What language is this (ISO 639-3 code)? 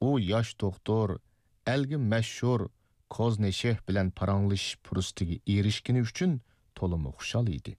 uig